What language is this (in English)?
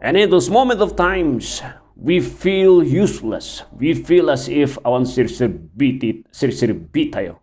Iloko